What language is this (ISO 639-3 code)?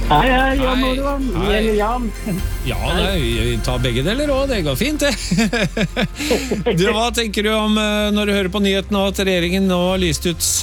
nor